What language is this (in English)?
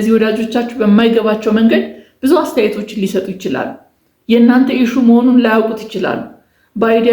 Amharic